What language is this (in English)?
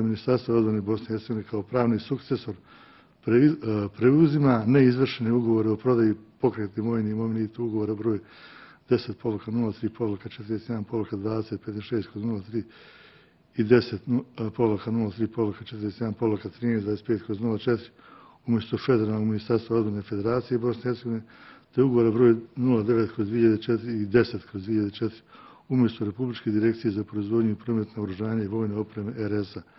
Bosnian